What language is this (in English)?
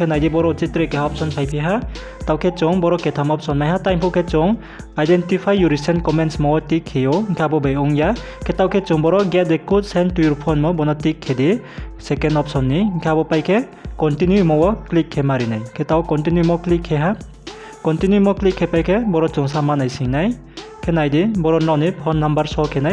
Riang (India)